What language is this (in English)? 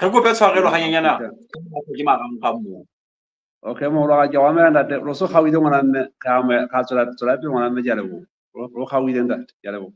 Southern Sotho